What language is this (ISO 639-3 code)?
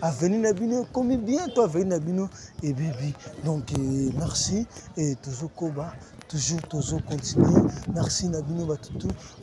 lin